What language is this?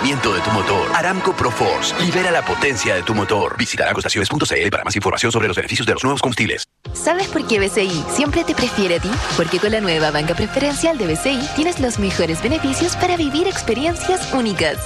Spanish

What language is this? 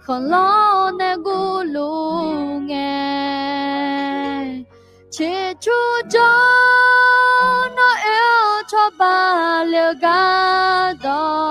Akha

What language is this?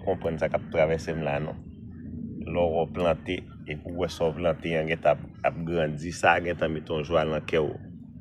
Haitian Creole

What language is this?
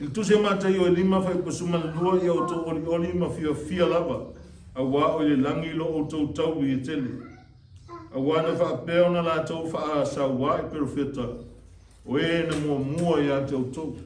Samoan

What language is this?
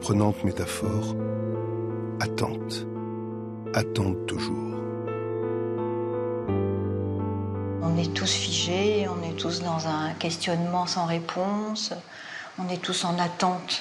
French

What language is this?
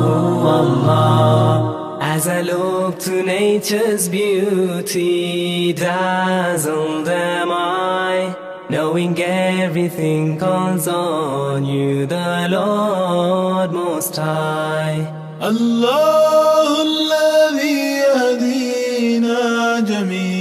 Bosnian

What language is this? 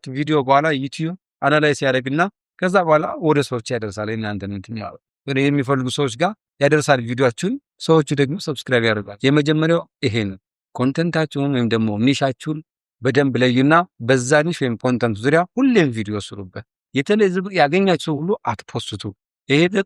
Amharic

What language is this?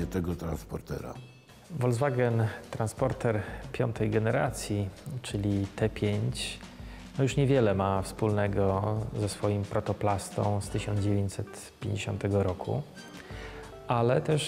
Polish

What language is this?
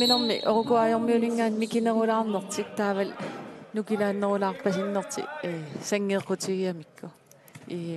Kalaallisut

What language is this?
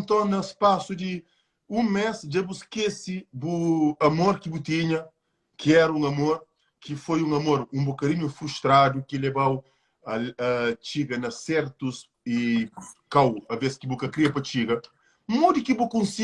Kabuverdianu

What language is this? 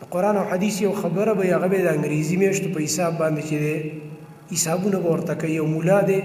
Pashto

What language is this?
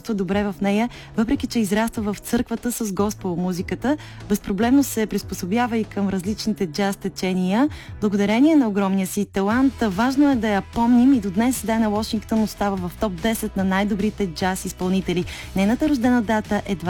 Bulgarian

